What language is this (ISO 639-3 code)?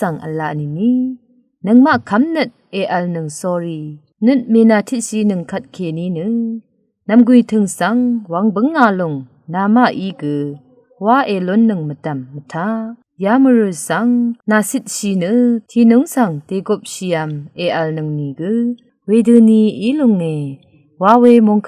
raw